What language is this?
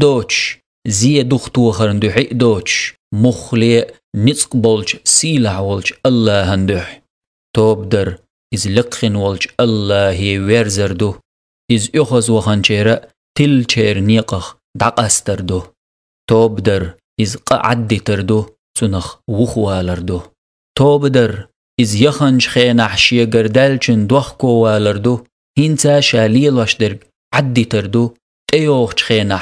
Chechen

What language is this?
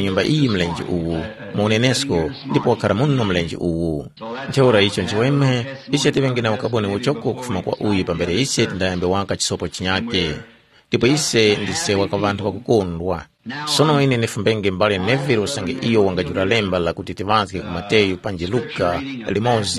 Tumbuka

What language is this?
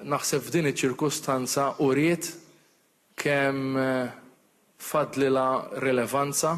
Maltese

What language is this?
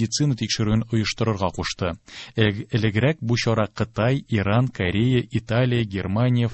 Tatar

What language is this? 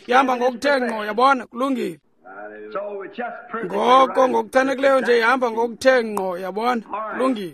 Xhosa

